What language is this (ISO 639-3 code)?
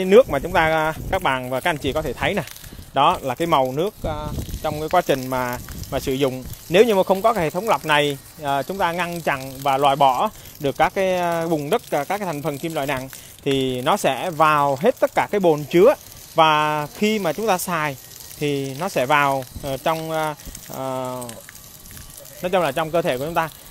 vie